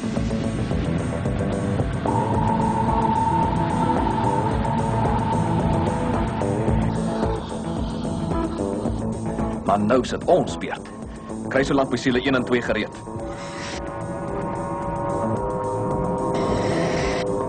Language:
Afrikaans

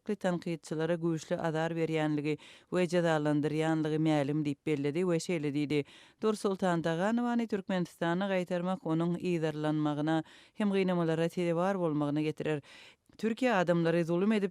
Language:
Turkmen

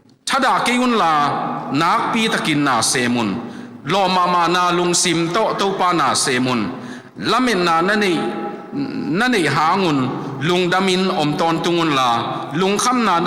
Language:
Tedim Chin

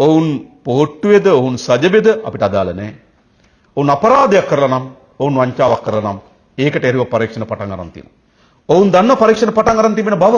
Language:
Sinhala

